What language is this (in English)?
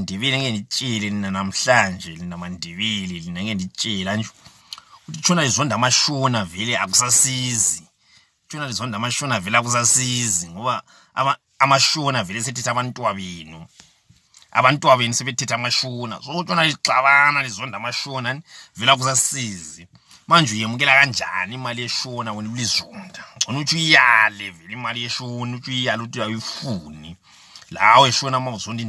Zulu